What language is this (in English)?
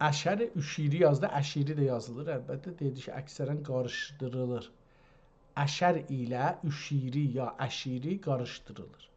South Azerbaijani